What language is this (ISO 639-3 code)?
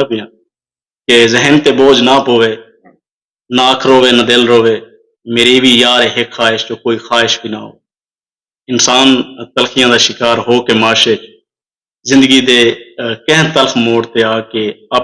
skr